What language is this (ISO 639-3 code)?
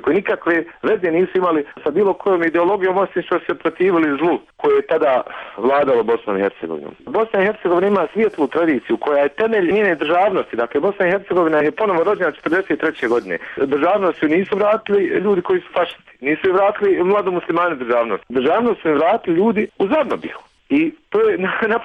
bos